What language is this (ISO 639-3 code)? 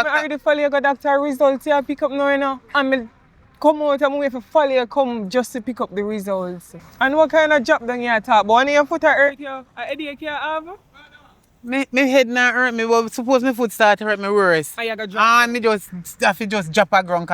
jam